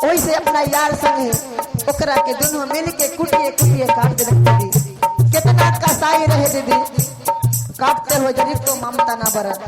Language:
Magahi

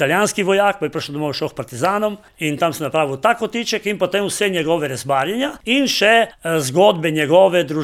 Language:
Slovenian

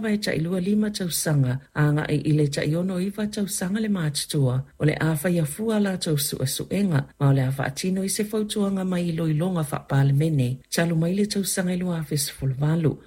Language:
Samoan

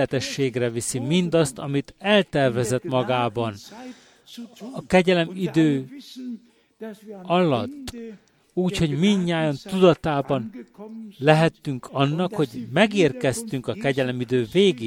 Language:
Hungarian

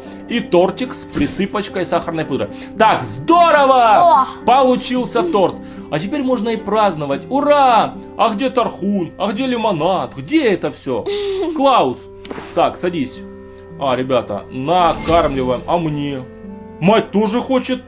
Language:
Russian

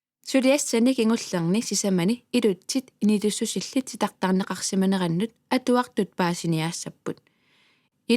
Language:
Kalaallisut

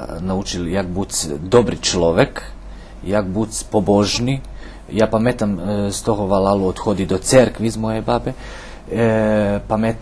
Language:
Rusyn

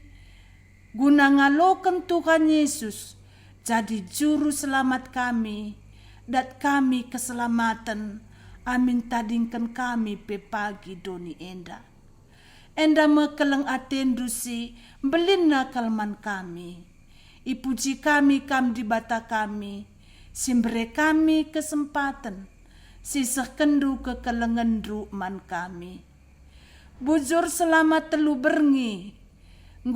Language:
Batak Karo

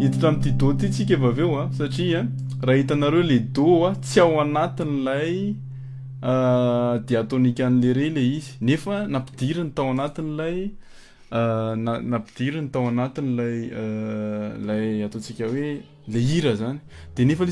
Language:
Malagasy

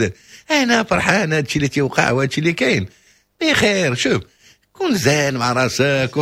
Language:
Moroccan Arabic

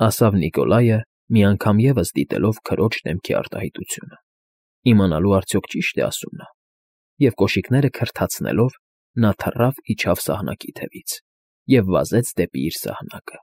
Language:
Armenian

